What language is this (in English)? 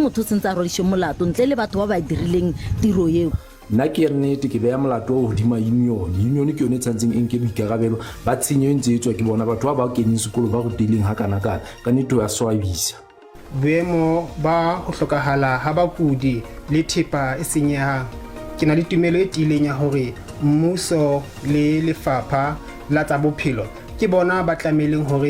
Southern Sotho